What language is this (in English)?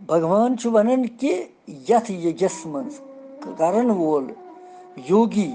Kashmiri